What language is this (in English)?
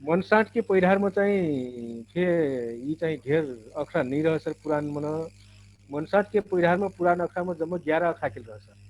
Dangaura Tharu